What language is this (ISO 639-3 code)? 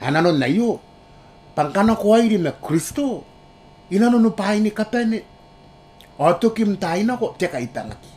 gil